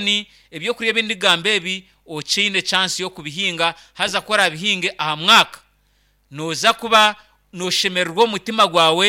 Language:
Nyankole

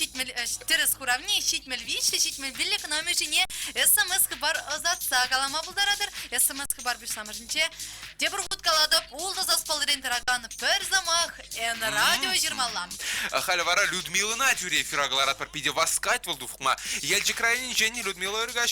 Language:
Chuvash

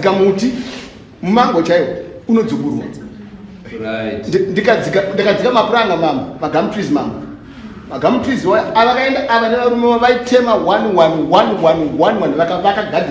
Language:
Shona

